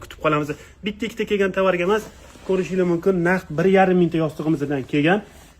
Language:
Uzbek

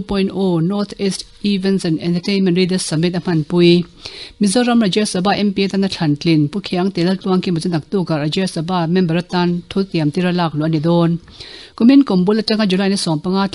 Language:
Mizo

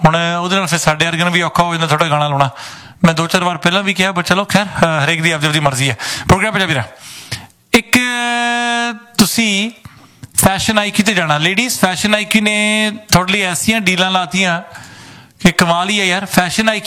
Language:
Punjabi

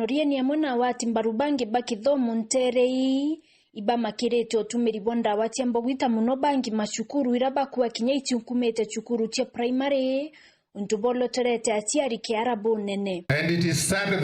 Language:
Meru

